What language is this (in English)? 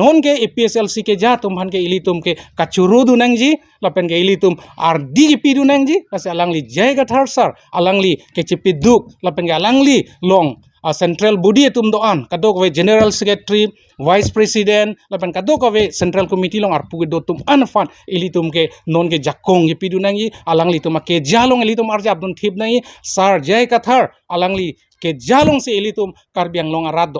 Karbi